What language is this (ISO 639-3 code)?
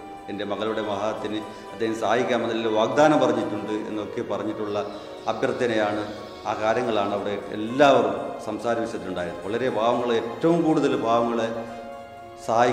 mal